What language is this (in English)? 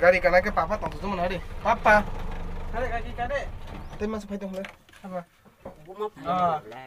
Kok Borok